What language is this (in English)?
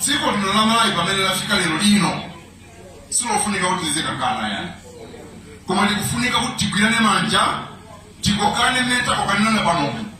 Nyanja